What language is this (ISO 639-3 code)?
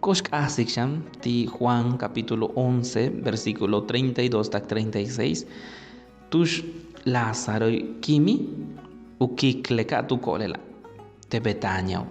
yua